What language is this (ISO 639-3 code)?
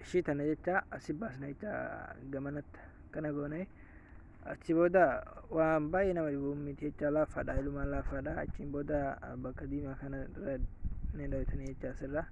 orm